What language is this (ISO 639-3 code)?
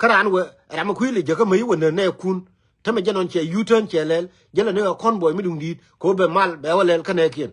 nus